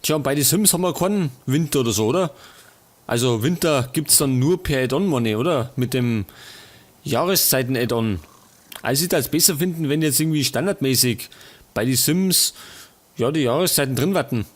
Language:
Bavarian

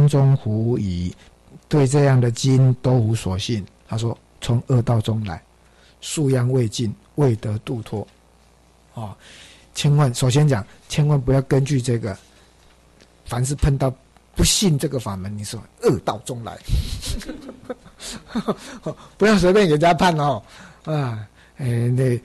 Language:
Chinese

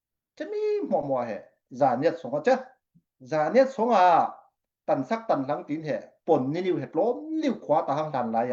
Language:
Falam Chin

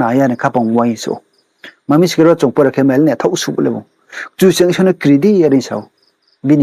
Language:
Riang (India)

